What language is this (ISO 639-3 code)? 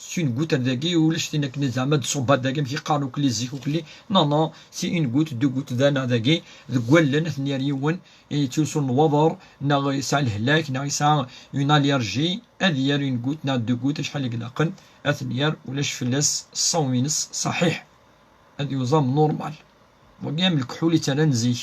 kab